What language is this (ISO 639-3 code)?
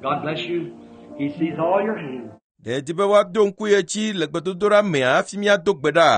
ewe